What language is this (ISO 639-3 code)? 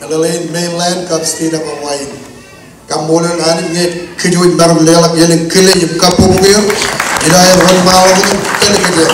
mah